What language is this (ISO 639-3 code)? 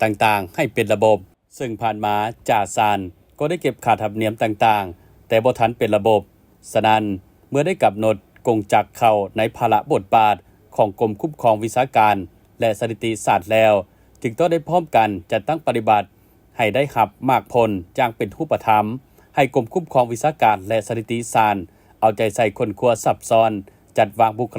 lao